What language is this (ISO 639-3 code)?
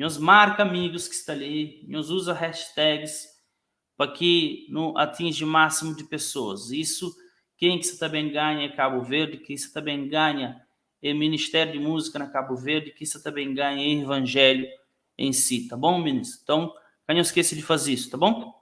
kea